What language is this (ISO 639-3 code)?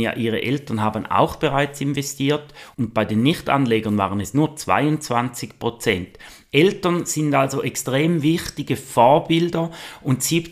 deu